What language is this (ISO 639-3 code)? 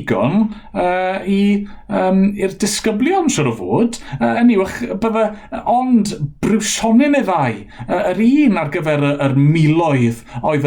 cym